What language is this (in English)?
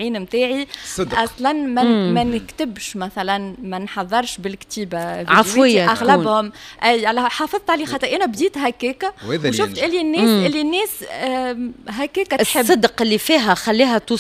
Tunisian Arabic